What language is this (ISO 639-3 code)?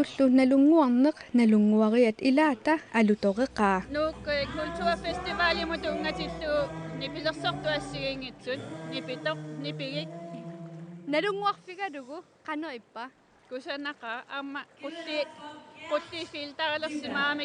kal